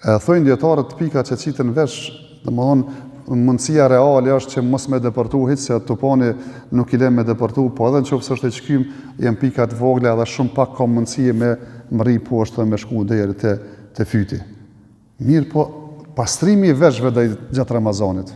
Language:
Albanian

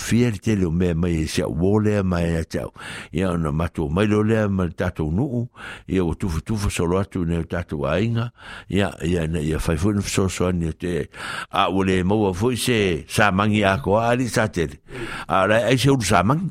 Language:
Samoan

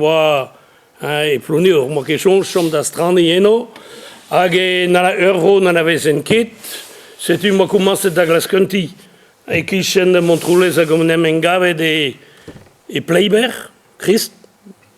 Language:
Breton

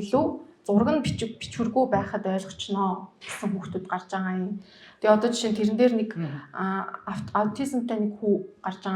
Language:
Mongolian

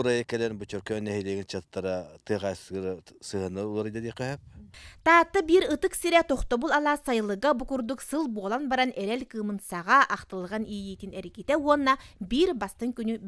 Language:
Yakut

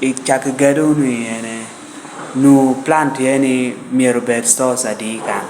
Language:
Lango (Uganda)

